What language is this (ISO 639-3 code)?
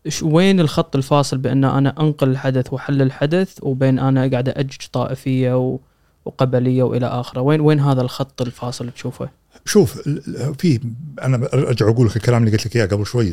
afb